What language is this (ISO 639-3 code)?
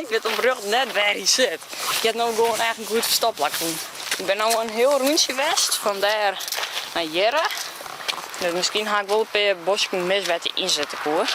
fry